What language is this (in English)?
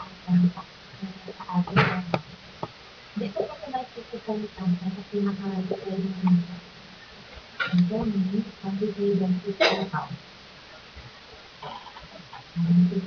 Filipino